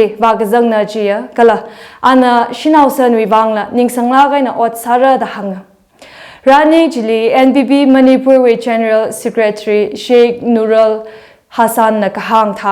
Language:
Tangkhul Naga (India)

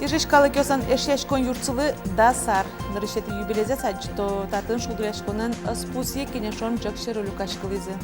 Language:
Udmurt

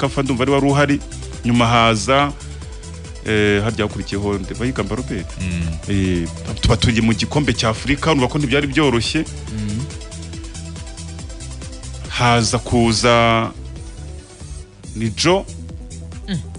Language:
Kinyarwanda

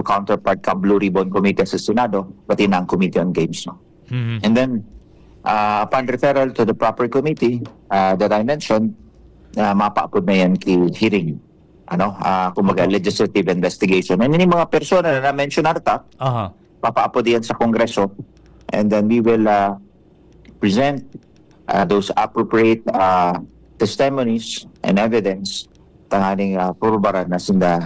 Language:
Bikol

